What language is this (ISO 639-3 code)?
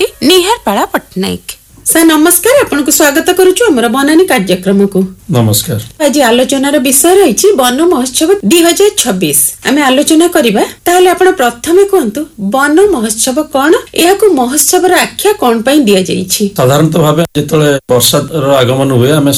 ori